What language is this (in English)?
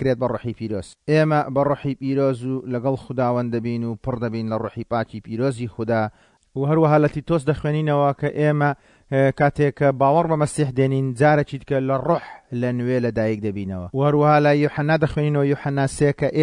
Central Kurdish